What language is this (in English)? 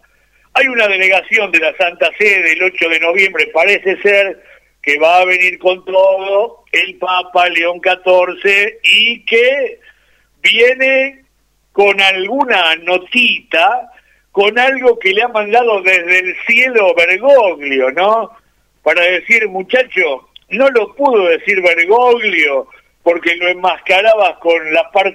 Spanish